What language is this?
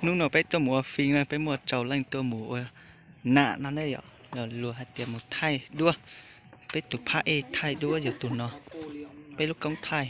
Hmong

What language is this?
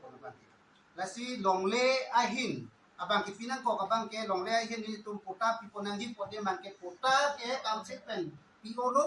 Karbi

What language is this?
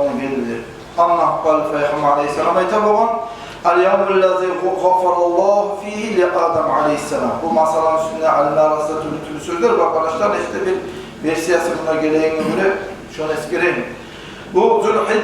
Kumyk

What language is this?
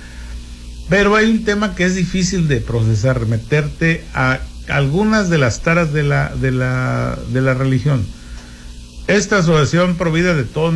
Spanish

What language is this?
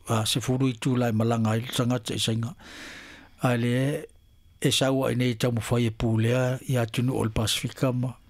Samoan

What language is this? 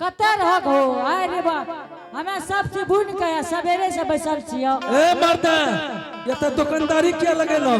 Angika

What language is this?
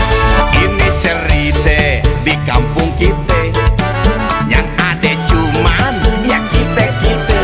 Betawi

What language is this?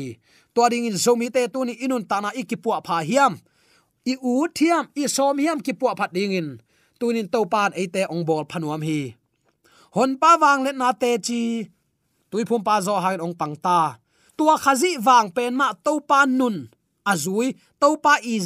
Tedim Chin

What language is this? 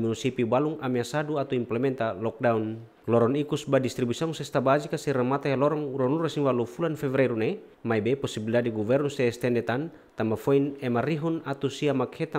Tetum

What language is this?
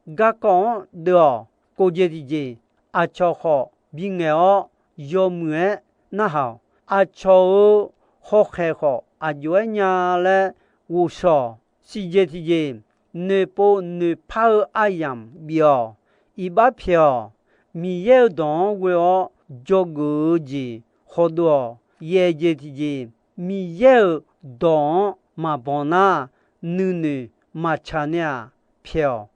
Akha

